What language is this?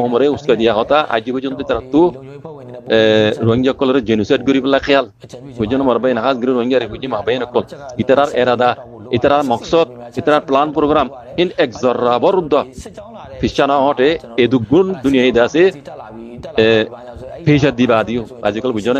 Rohingya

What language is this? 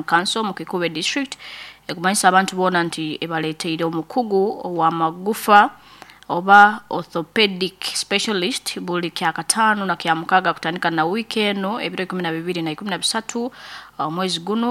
Nyankole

